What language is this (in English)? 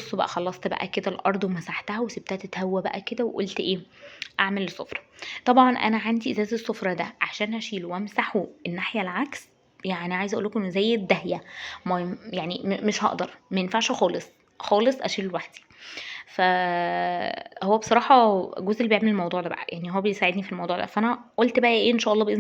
Egyptian Arabic